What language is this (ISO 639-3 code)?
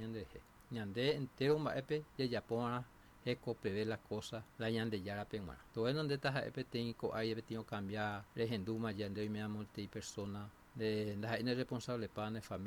grn